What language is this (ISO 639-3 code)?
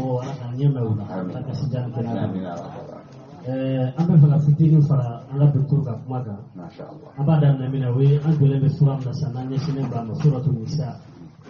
bam